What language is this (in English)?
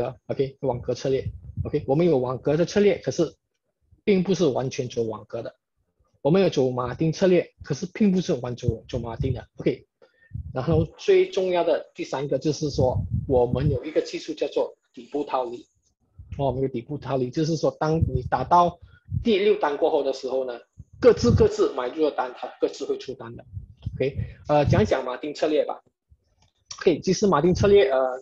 Chinese